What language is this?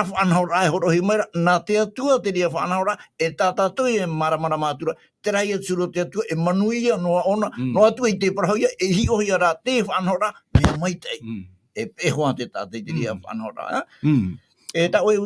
Tahitian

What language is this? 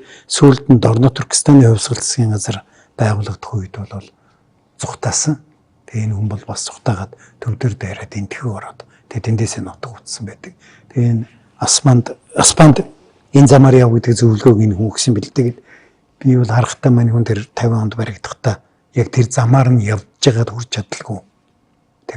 Mongolian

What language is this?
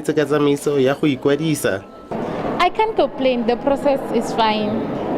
Tswana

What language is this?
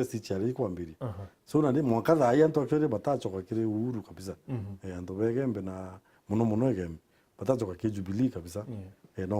Meru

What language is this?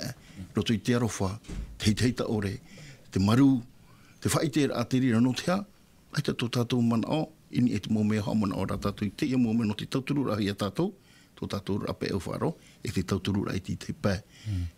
Tahitian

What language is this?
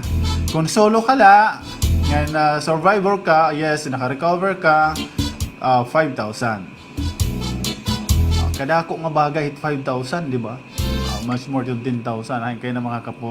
Waray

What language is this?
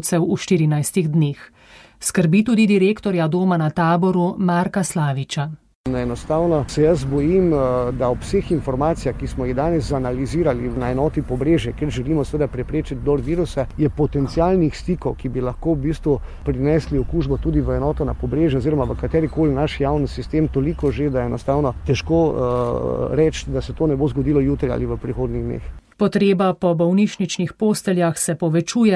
Slovenian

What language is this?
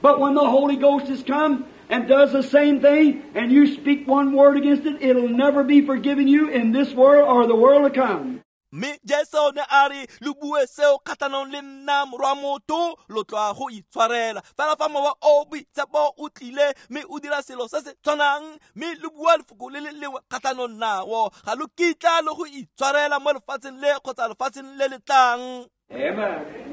Tswana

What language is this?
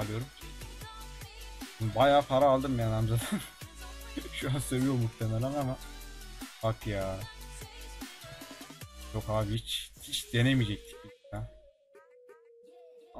Turkish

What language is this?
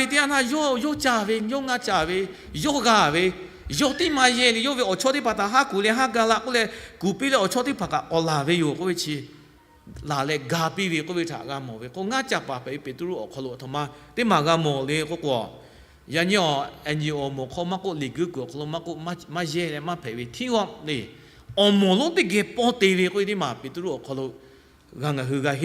Lahu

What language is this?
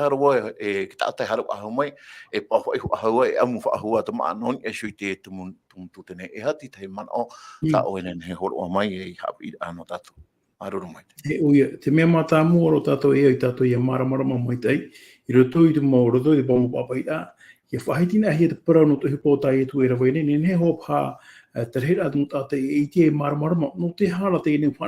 Tahitian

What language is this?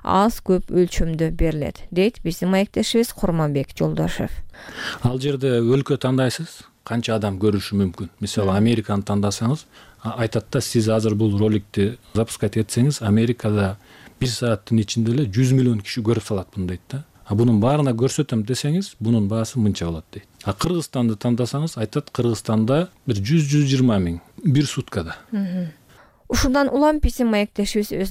Kyrgyz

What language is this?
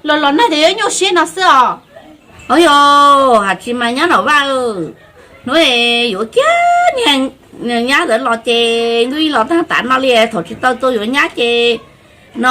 Hmong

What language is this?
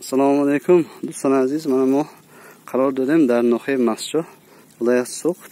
Tajik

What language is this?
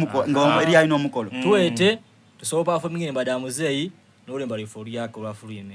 Soga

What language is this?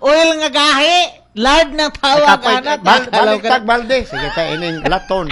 Cebuano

